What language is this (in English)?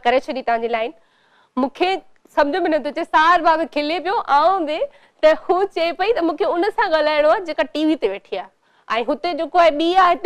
Sindhi